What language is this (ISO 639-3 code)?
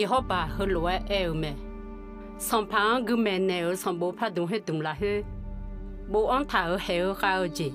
ahk